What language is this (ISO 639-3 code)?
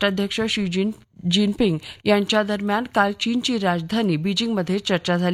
mar